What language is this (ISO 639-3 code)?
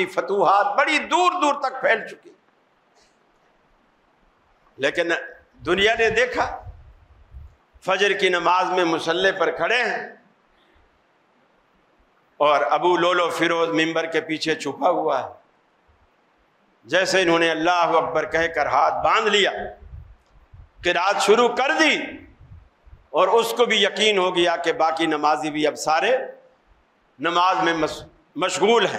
urd